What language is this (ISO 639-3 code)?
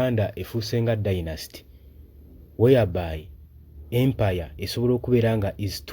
lug